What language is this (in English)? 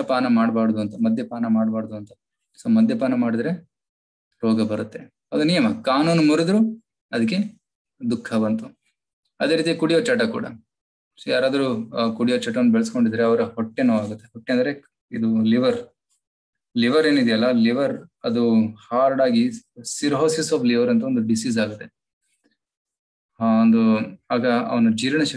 Kannada